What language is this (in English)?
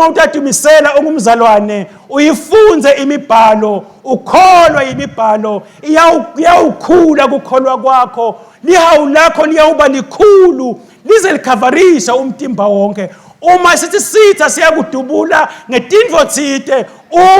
Swati